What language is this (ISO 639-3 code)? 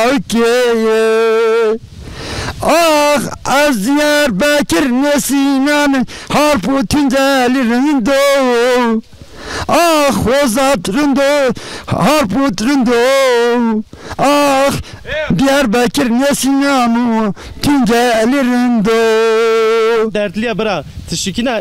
zza